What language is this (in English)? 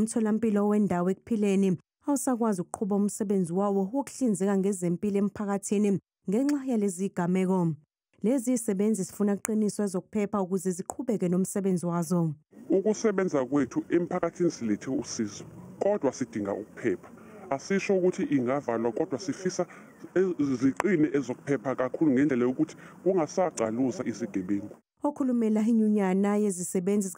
Zulu